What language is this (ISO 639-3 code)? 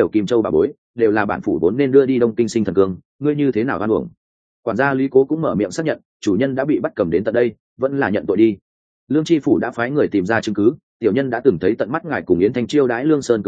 vie